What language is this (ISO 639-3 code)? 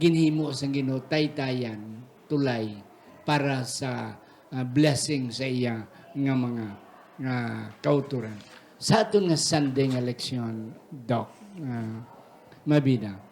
hil